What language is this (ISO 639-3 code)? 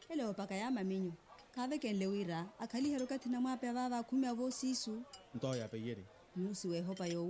vmw